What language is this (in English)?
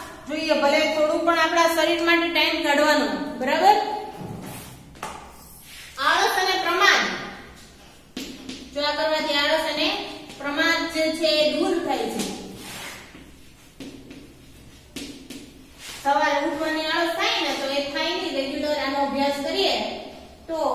Gujarati